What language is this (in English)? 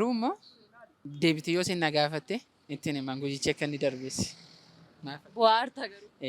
Oromo